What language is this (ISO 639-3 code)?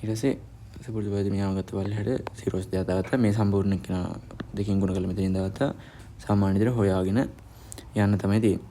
sin